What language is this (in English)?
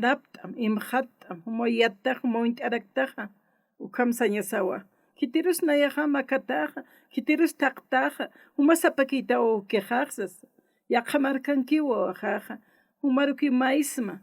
Aymara